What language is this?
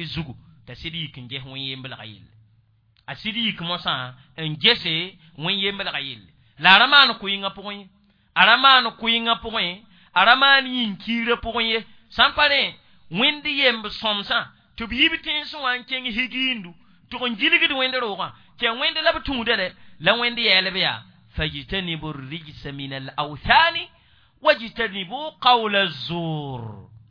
Mossi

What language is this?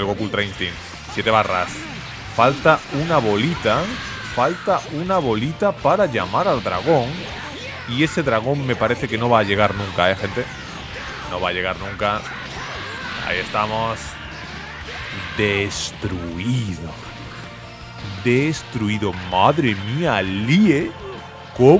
Spanish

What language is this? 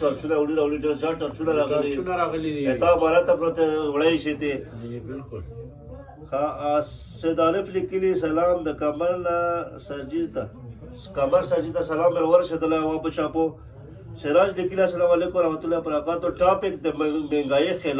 Pashto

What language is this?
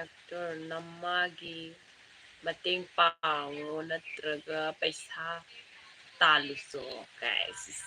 Manipuri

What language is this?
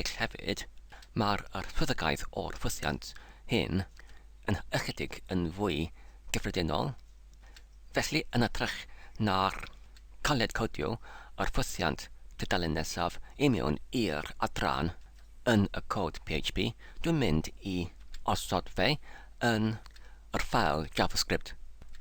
Welsh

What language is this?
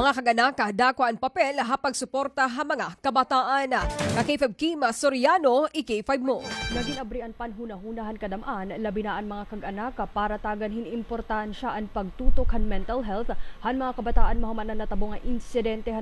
Waray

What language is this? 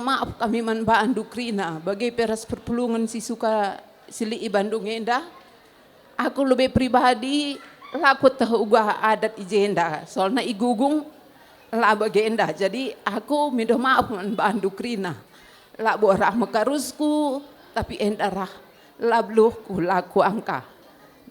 Batak Karo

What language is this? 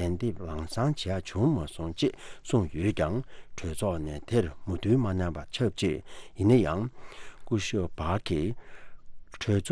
Tibetan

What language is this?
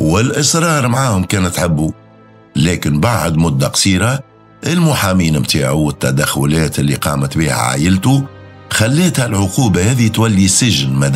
Tunisian Arabic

